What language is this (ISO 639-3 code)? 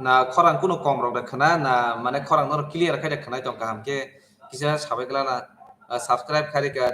trp